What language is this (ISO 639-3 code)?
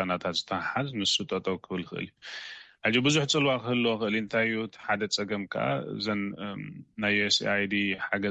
tir